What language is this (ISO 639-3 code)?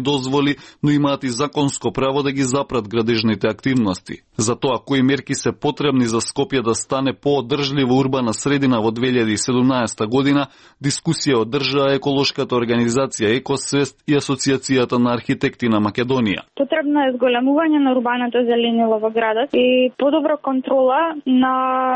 mkd